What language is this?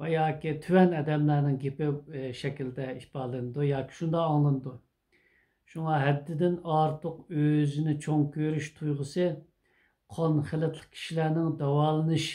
Uyghur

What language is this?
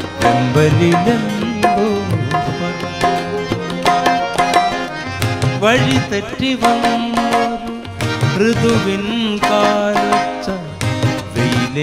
Malayalam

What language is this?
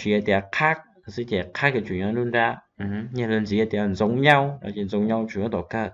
Hmong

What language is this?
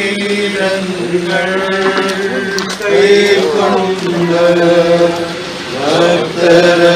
Malayalam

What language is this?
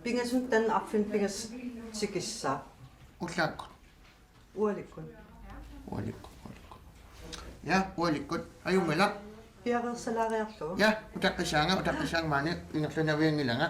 Kalaallisut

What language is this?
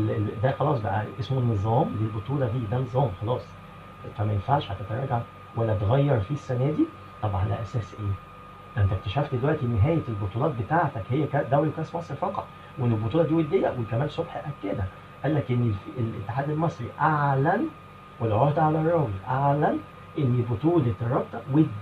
Egyptian Arabic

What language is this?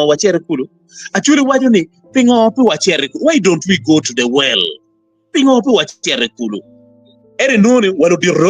Acoli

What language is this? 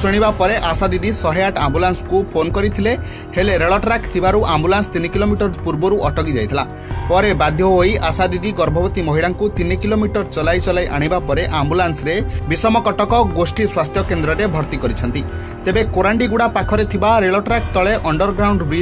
Odia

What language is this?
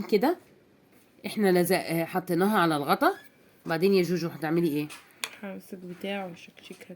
Egyptian Arabic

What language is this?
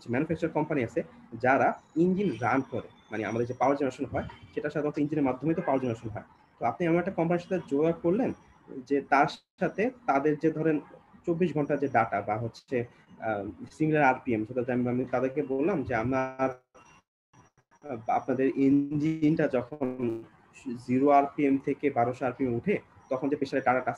Bangla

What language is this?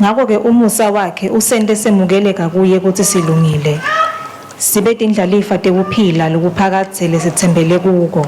Swati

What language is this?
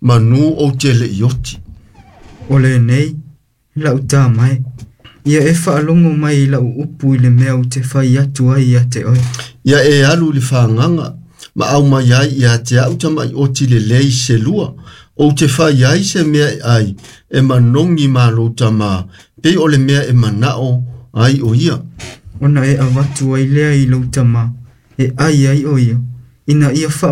Samoan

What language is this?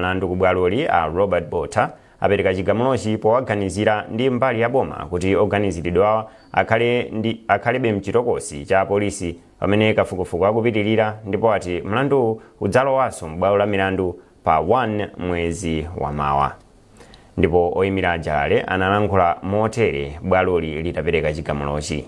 Nyanja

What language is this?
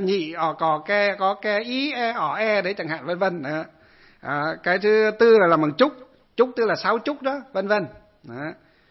Vietnamese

